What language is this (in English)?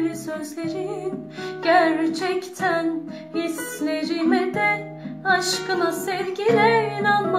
Turkish